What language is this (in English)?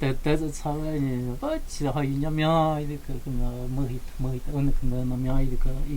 Totontepec Mixe